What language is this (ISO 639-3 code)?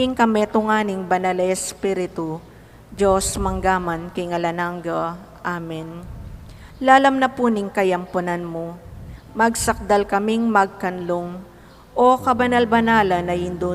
pam